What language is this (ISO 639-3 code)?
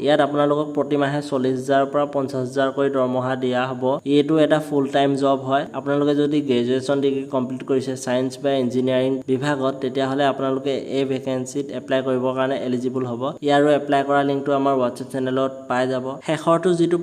asm